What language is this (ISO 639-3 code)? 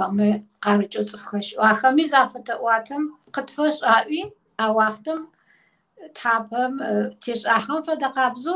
kbd